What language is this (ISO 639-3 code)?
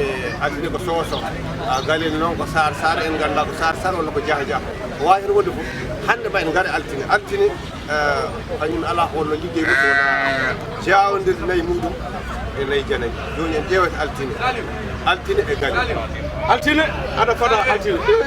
ful